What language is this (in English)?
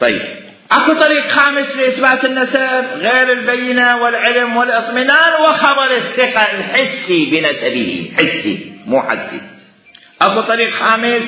Mesopotamian Arabic